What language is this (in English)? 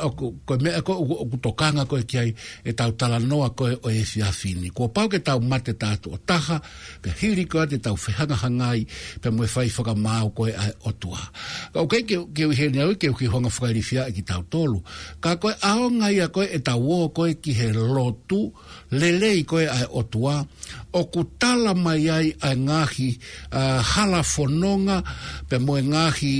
Tongan